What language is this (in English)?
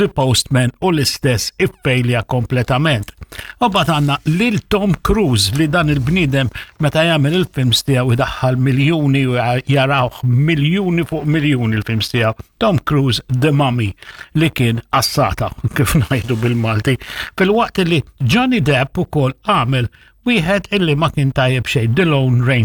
Maltese